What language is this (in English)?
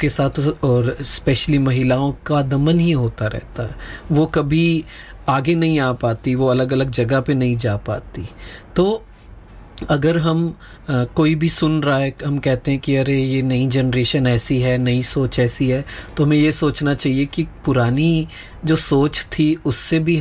Hindi